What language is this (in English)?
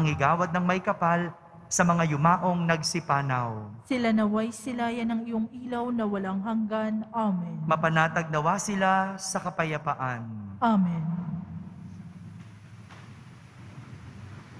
Filipino